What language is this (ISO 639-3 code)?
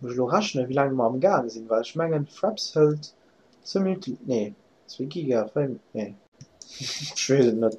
ltz